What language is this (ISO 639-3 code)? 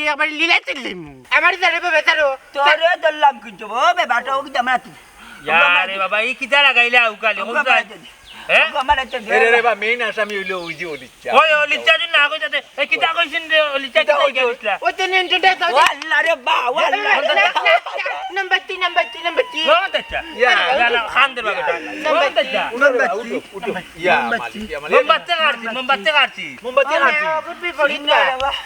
syl